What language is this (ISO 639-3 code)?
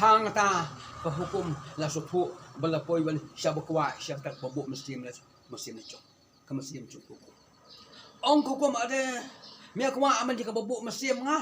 kha